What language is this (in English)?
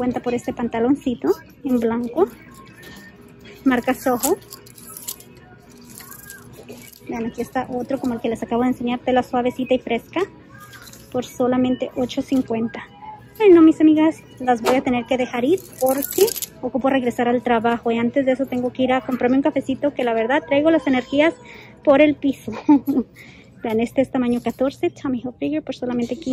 Spanish